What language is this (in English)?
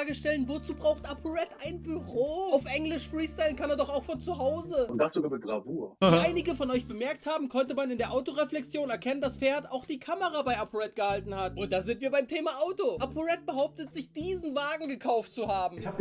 German